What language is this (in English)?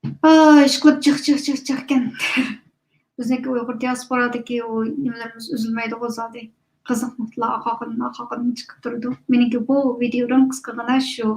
Uyghur